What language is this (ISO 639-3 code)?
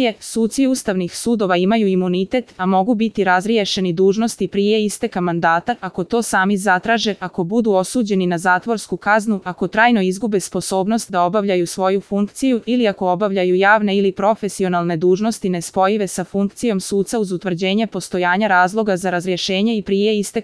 bos